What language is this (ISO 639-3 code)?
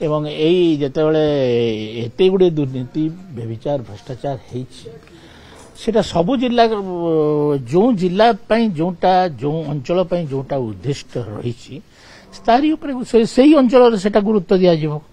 ori